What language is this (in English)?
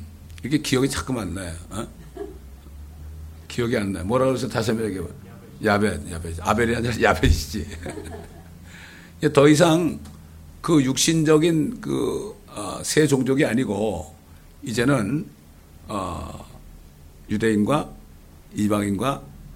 Korean